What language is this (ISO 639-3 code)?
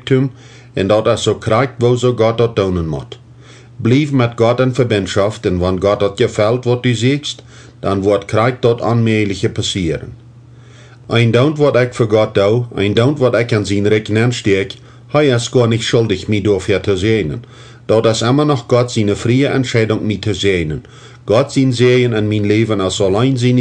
pdt